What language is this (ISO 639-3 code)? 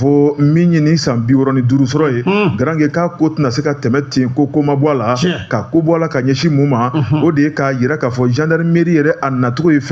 bam